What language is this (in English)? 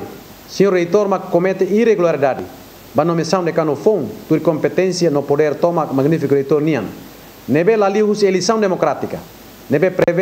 Tetum